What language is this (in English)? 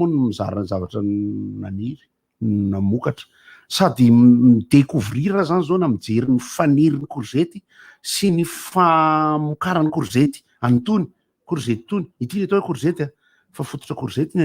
Malagasy